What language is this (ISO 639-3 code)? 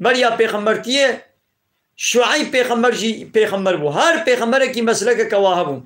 kur